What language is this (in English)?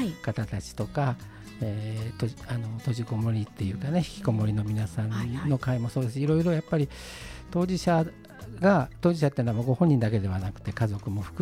Japanese